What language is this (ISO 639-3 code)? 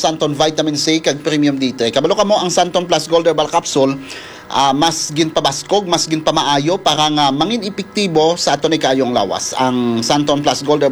hil